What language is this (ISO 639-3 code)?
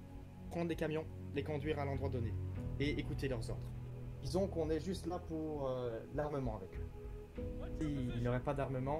fra